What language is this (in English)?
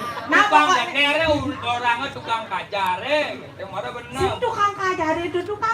Balinese